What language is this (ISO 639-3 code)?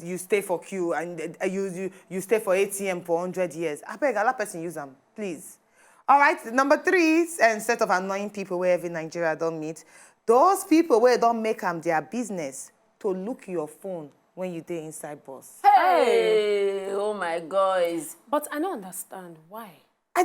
pcm